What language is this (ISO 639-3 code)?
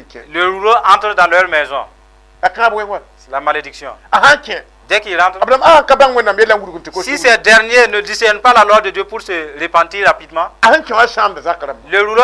mos